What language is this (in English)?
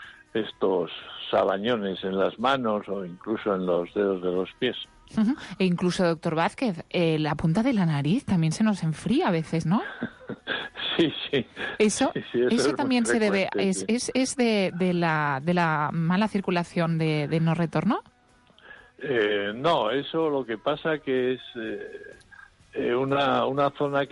Spanish